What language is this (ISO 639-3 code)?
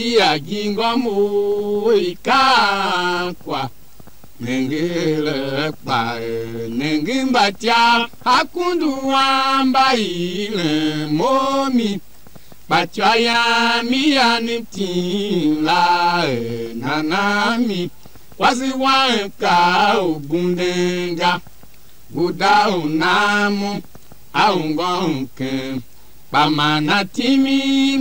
tiv